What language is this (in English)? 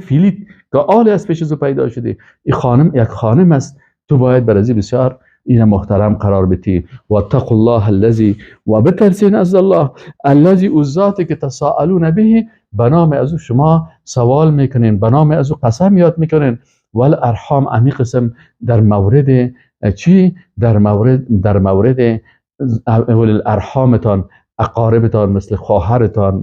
Persian